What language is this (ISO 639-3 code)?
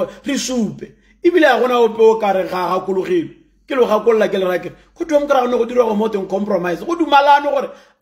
tsn